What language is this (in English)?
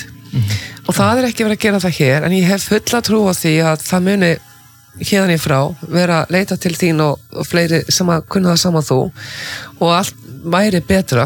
Icelandic